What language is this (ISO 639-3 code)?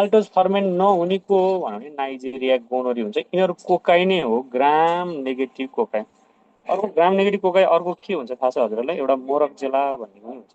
nep